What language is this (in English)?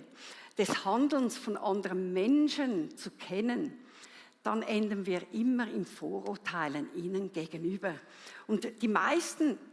Swiss German